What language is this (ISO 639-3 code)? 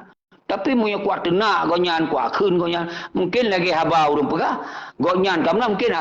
ace